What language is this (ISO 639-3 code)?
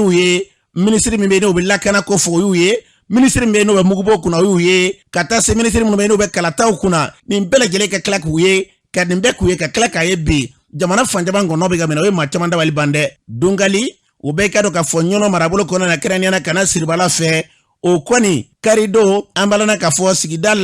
bam